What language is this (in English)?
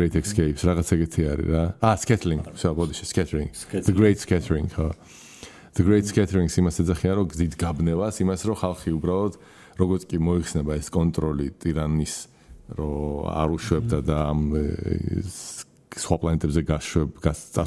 Georgian